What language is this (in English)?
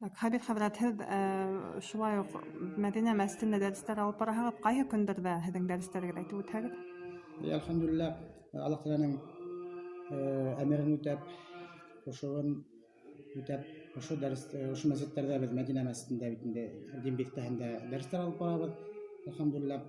Bashkir